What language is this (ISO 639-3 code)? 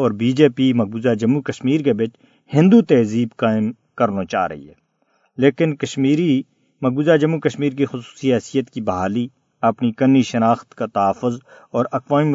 gju